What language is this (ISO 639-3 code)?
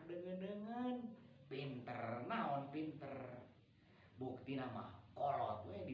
sun